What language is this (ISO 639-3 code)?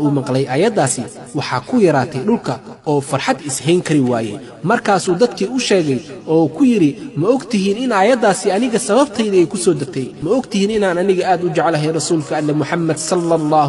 som